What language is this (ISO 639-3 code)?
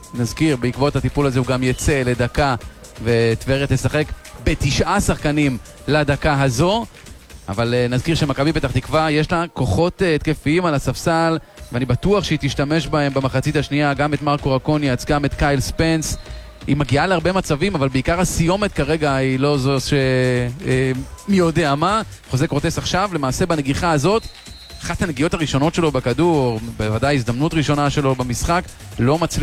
heb